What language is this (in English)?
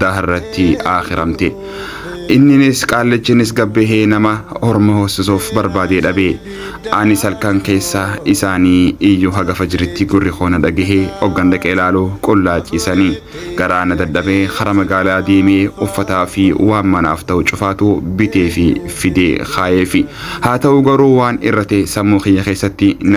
Oromo